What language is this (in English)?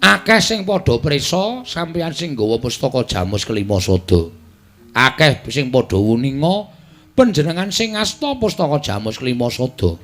Javanese